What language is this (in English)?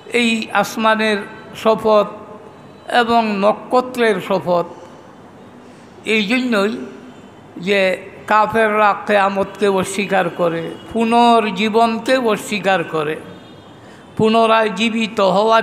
Bangla